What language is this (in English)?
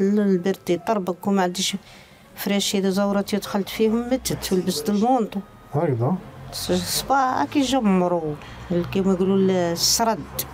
Algerian Arabic